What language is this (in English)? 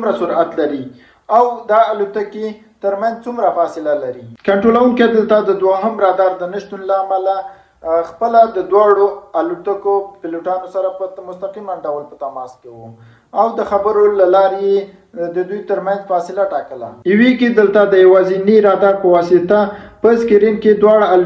Pashto